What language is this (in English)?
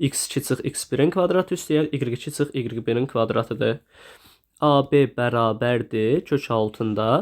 Azerbaijani